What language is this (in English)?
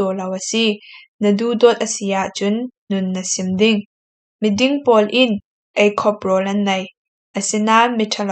Falam Chin